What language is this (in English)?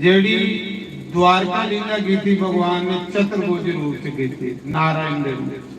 Dogri